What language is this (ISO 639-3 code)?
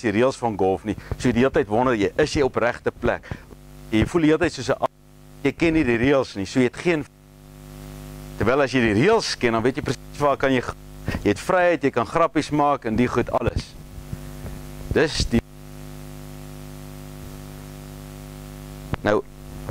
afr